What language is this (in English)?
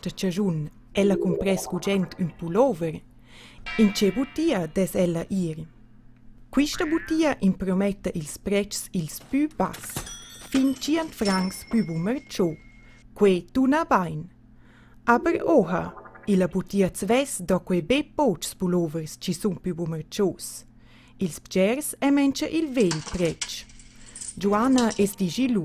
Romansh